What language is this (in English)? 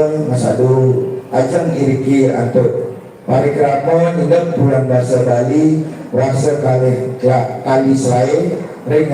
Balinese